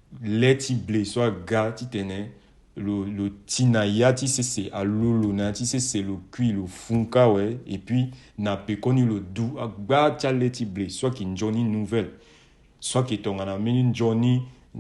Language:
Sango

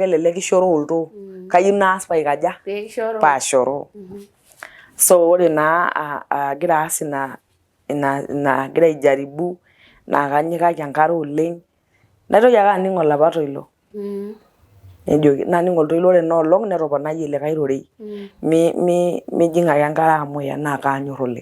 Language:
Masai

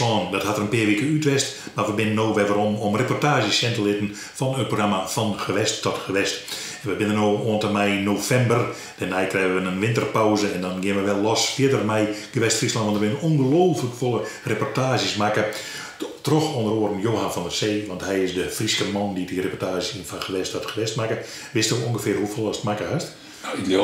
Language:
Western Frisian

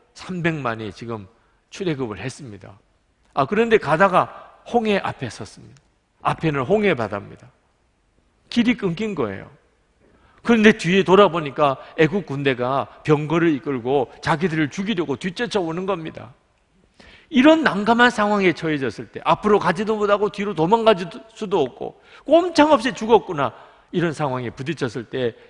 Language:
Korean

